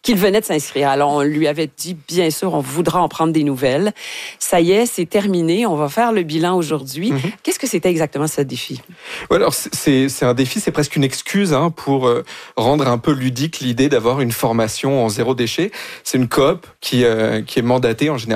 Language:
French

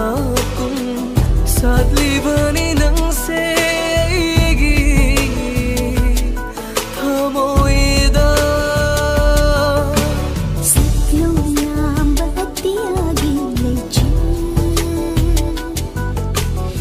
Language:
Manipuri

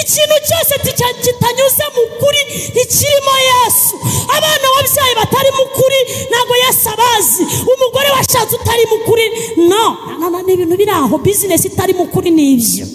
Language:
Kinyarwanda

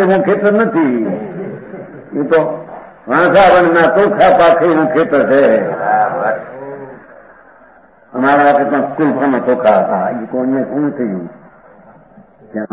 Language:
Gujarati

